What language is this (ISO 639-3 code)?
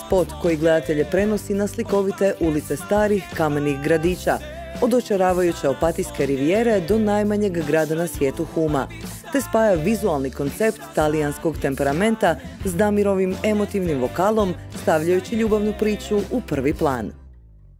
hrv